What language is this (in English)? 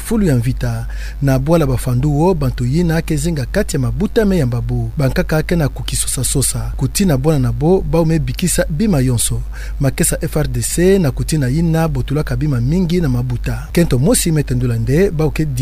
Kituba (Democratic Republic of Congo)